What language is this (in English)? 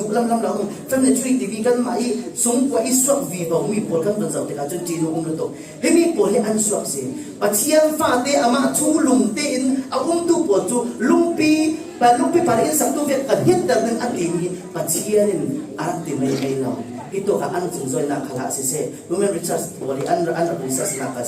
Falam Chin